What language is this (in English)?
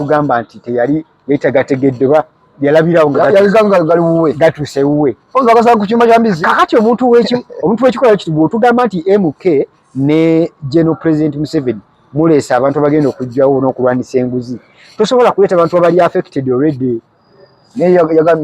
Ganda